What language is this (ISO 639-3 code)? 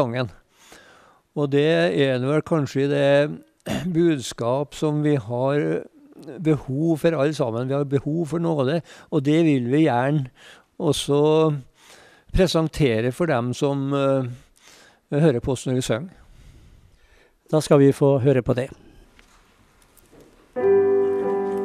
nor